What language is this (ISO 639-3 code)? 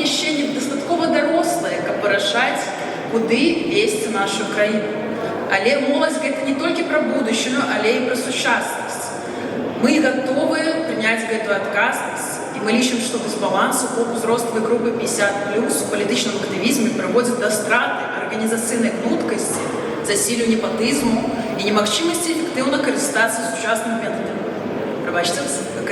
bel